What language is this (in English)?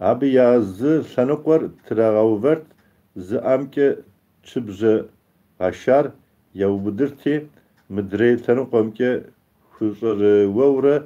Kabardian